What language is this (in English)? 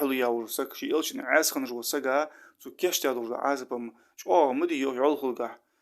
Ingush